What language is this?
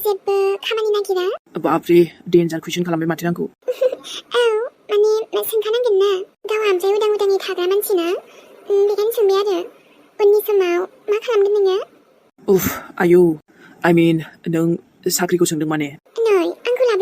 Bodo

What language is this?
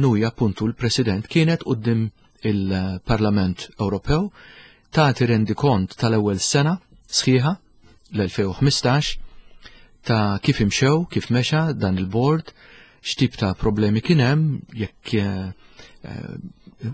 Maltese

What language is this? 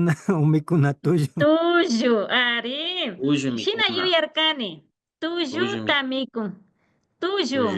Imbabura Highland Quichua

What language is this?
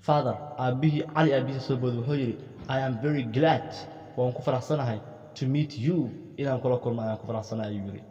Somali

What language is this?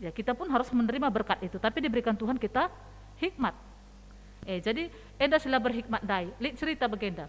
Batak Karo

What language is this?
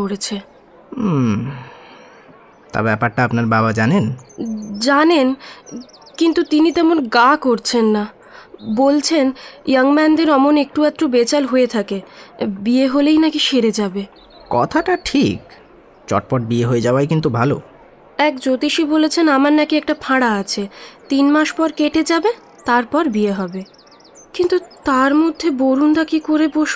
Bangla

